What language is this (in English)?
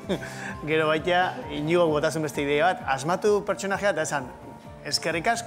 Basque